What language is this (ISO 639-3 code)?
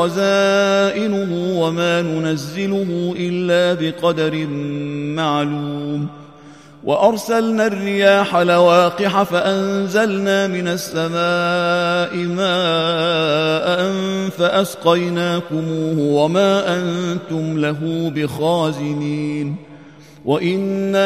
ara